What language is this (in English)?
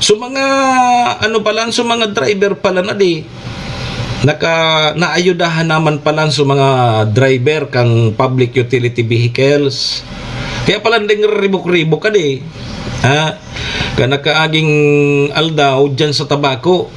Bikol